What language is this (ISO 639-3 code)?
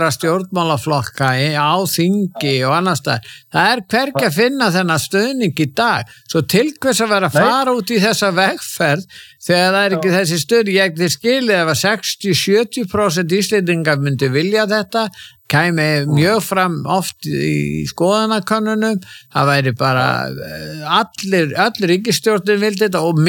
isl